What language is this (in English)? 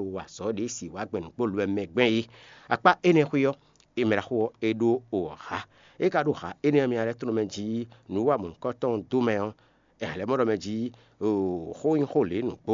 Fon